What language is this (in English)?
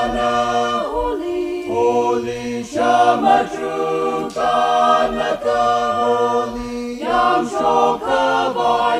Tangkhul Naga (India)